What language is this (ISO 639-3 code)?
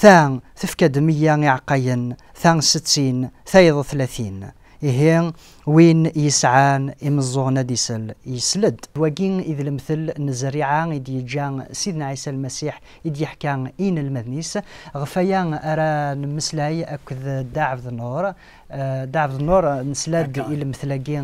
kab